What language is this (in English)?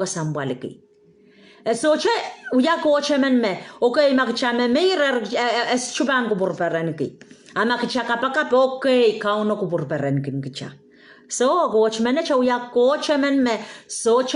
Pohnpeian